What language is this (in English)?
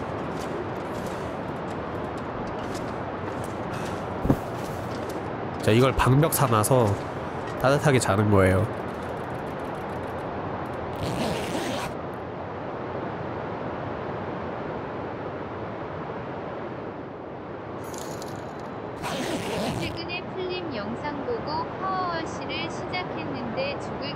Korean